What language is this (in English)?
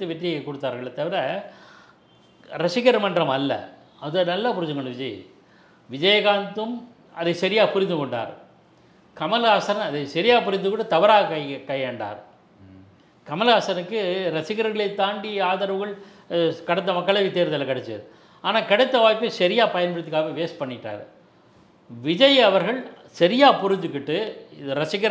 Tamil